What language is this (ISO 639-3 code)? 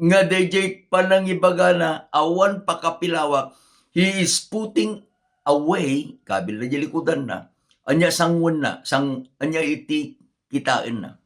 ilo